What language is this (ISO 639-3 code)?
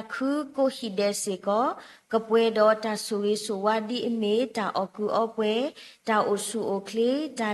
ksw